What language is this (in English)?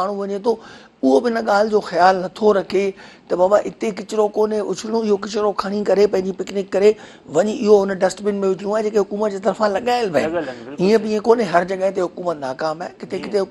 Sindhi